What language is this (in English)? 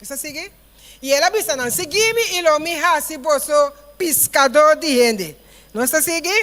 Papiamento